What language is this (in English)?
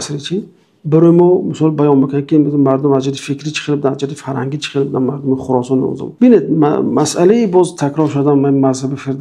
Tajik